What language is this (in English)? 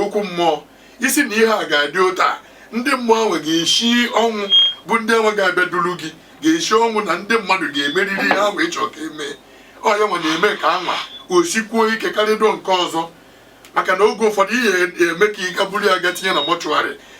Igbo